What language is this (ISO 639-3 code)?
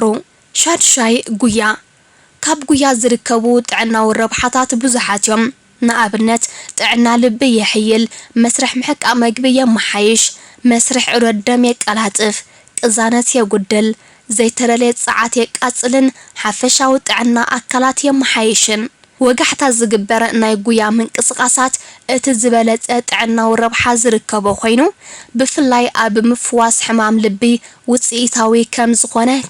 tir